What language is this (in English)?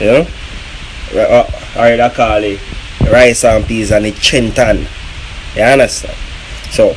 Jamaican Creole English